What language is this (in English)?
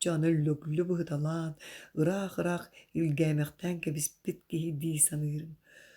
Yakut